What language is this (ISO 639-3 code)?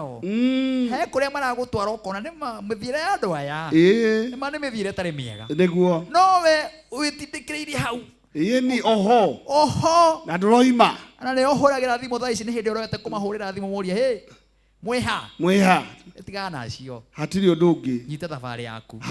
kik